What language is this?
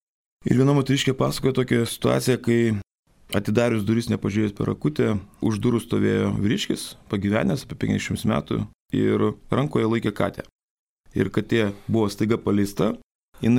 Lithuanian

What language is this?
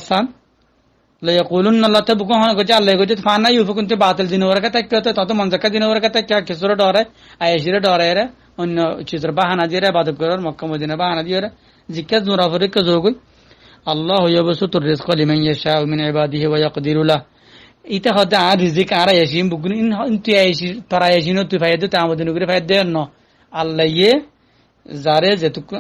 Rohingya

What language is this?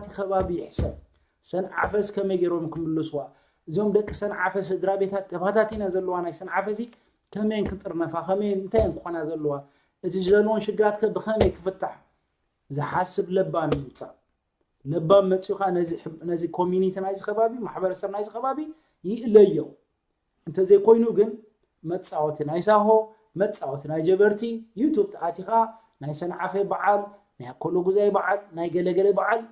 Tigrinya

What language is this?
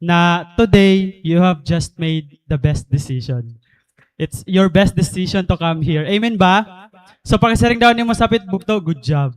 Waray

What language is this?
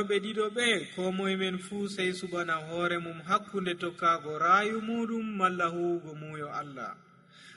Nigerian Fulfulde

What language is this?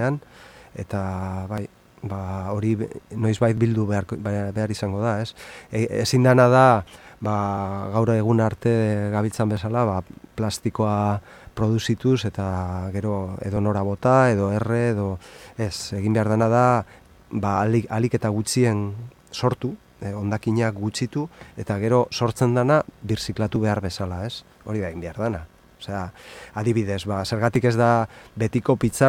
Basque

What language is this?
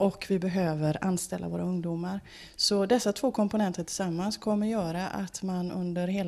Swedish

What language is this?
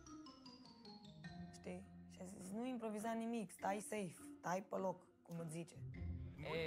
Romanian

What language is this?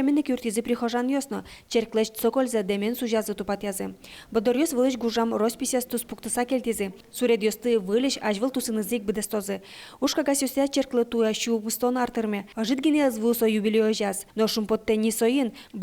Udmurt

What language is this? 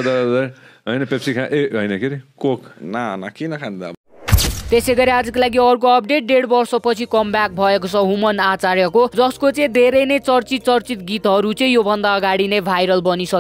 Nepali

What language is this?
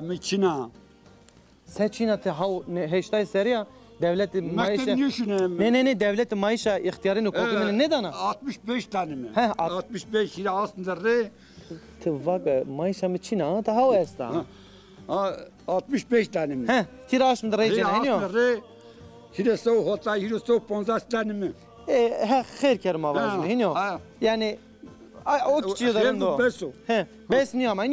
Zaza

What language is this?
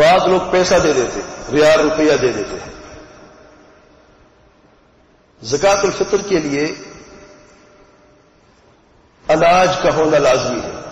Urdu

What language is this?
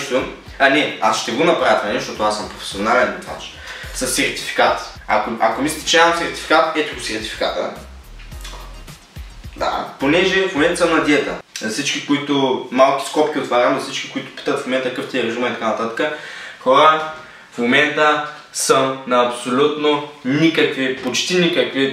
Bulgarian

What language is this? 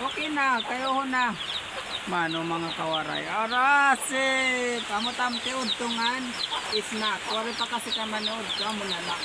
Waray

